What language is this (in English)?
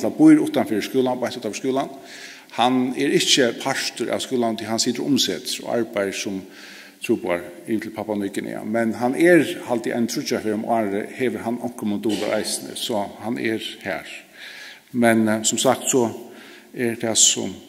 Faroese